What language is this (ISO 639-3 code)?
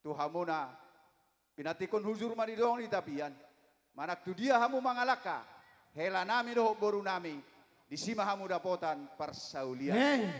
bbc